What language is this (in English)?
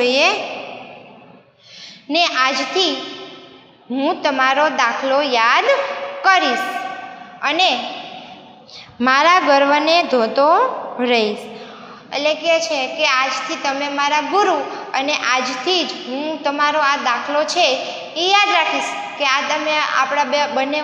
Gujarati